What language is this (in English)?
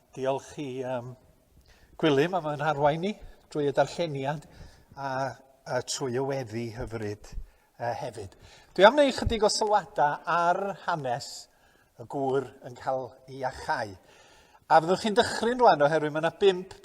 Welsh